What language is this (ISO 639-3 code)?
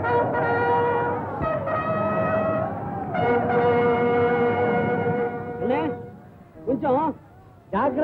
tam